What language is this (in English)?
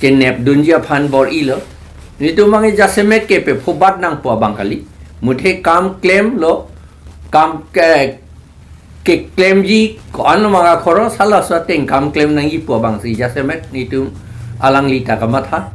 Karbi